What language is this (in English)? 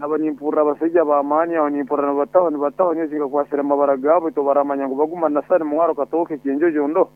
Nyankole